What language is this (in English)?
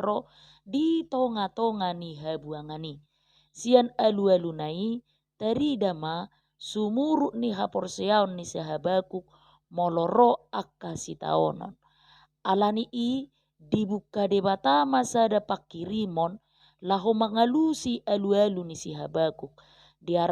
Batak Toba